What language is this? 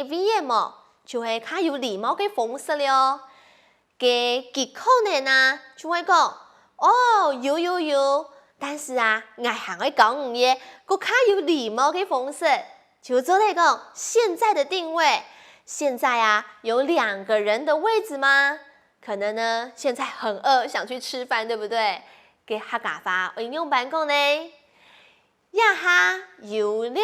Hakka Chinese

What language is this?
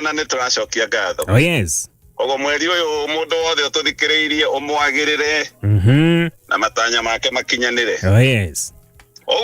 Kikuyu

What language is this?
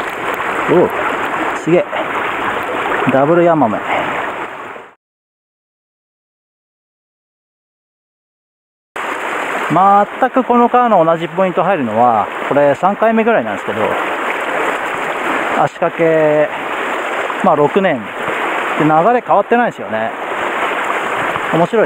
Japanese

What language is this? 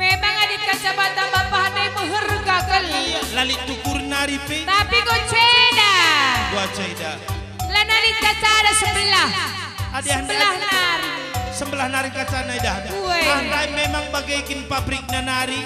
Batak Karo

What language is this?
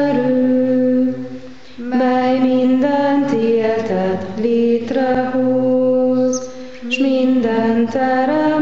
Hungarian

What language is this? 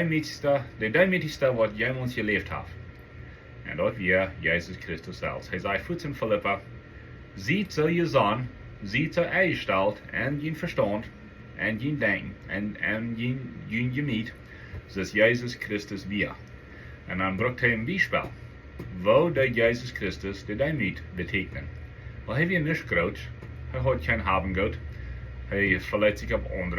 Plautdietsch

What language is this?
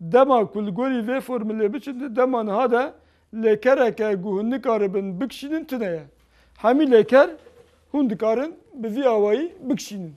Kurdish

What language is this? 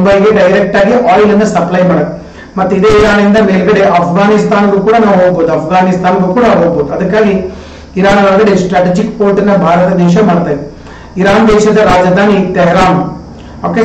Kannada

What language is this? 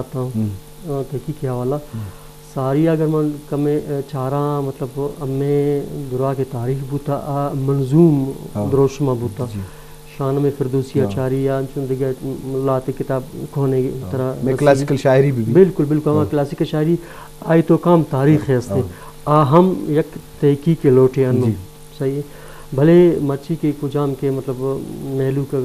Baluchi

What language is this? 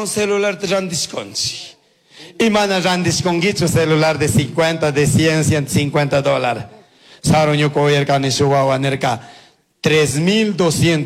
Chimborazo Highland Quichua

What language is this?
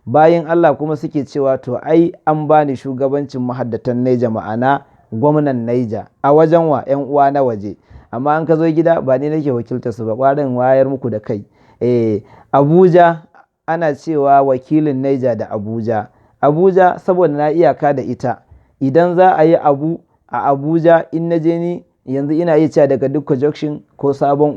Hausa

